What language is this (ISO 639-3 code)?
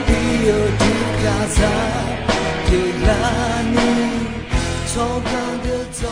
ahk